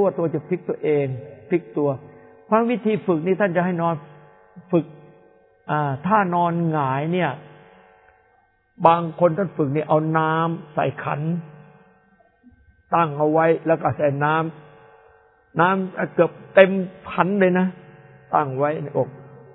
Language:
Thai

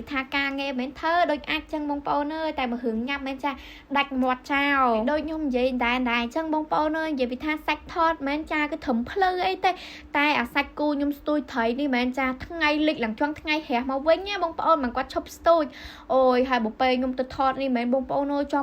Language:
Khmer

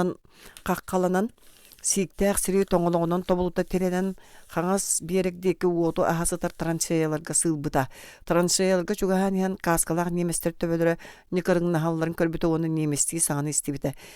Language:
Yakut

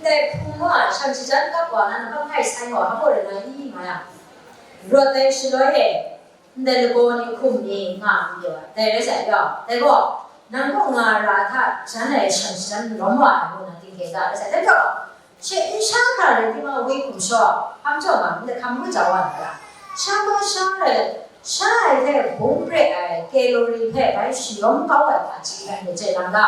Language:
Kachin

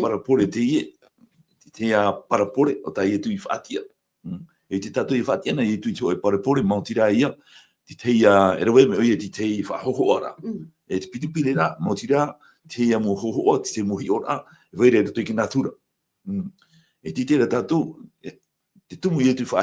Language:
Tahitian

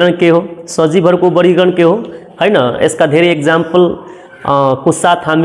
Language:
Nepali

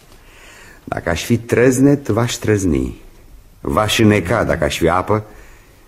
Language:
Romanian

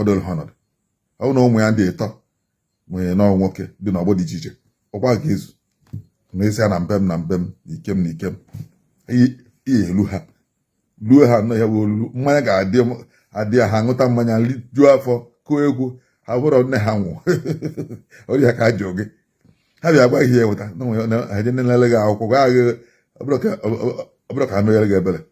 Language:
Igbo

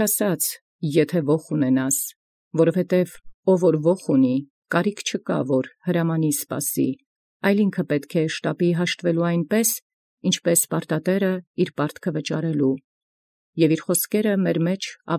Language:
Armenian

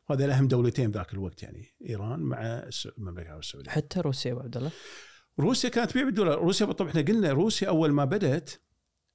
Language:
Gulf Arabic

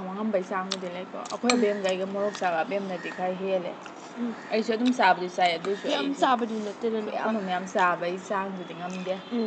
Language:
Manipuri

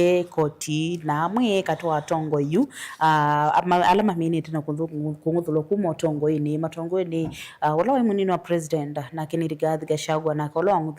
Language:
Kamba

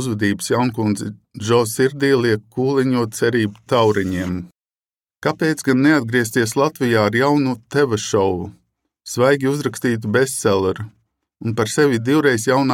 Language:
Latvian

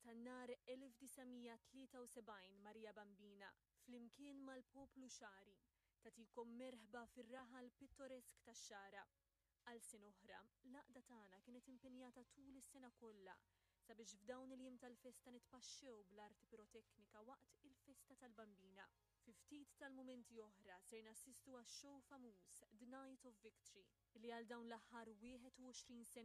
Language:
Maltese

